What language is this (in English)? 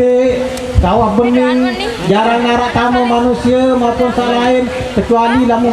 Sasak